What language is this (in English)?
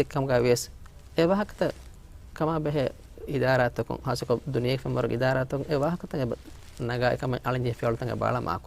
Divehi